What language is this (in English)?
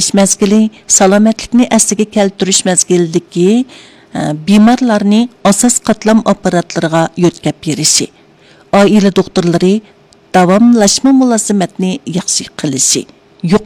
Uyghur